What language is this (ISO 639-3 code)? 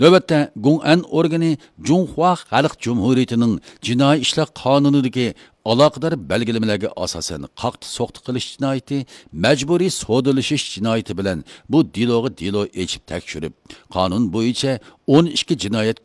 uig